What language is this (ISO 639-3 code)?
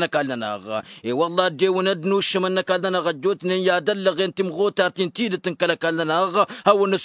taq